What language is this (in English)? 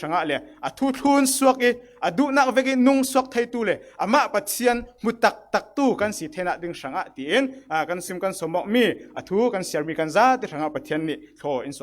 Falam Chin